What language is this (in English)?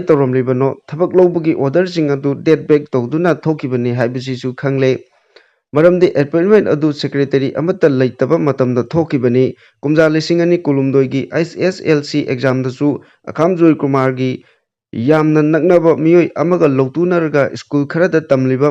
Manipuri